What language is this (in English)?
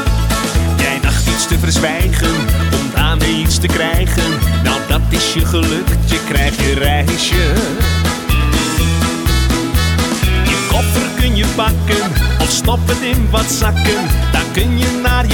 Dutch